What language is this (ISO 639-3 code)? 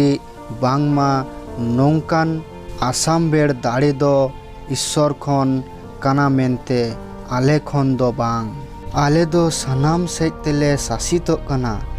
sat